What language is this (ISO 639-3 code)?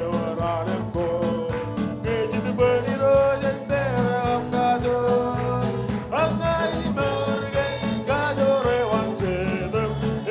mah